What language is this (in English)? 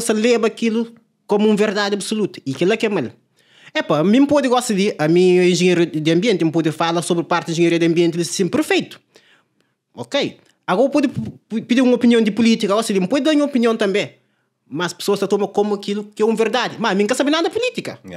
Kabuverdianu